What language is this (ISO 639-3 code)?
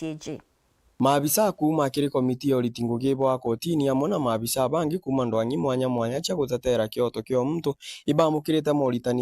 mer